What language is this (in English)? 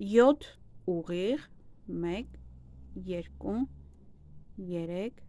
Armenian